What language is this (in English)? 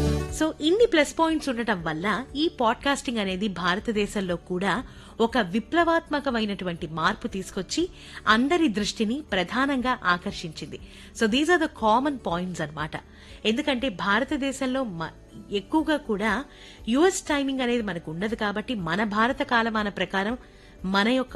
Telugu